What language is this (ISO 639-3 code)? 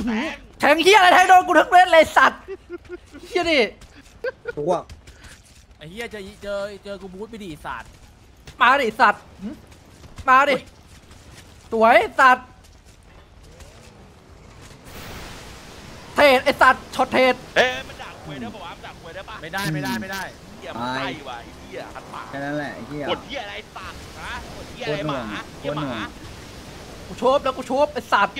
tha